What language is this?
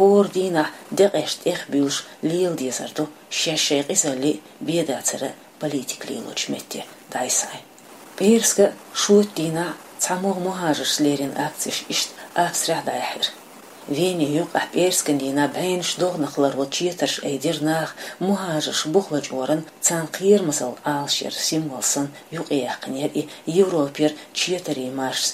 Chechen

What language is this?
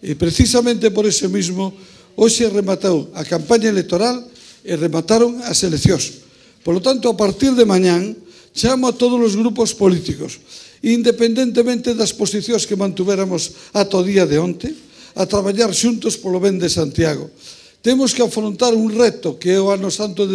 Galician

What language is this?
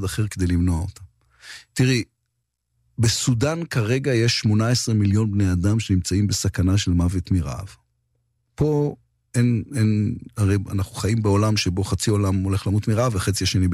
Hebrew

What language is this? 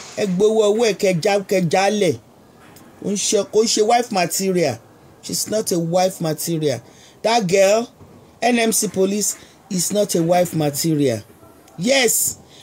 Yoruba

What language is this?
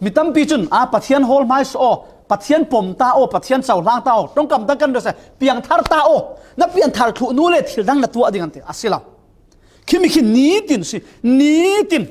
Falam Chin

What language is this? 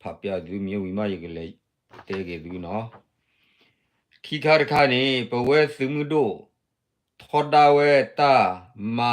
S'gaw Karen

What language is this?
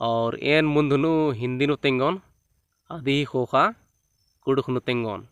Kurukh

